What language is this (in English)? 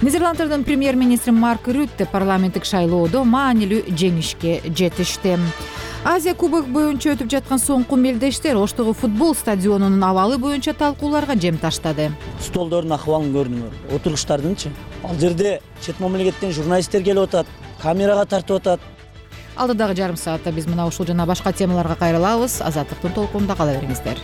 Kyrgyz